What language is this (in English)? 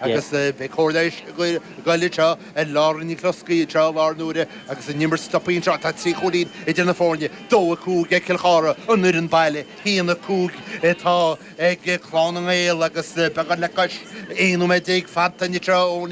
Irish